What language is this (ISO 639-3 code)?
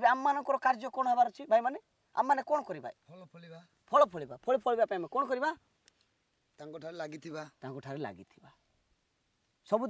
ori